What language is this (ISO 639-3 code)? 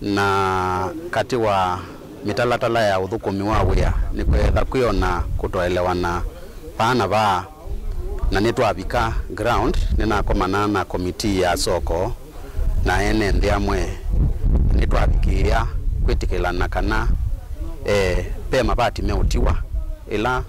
kam